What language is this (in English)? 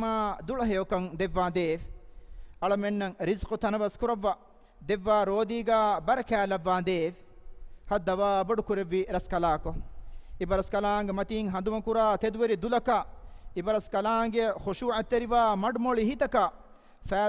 Divehi